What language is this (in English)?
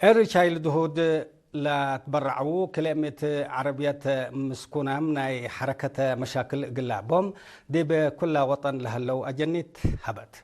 Tigre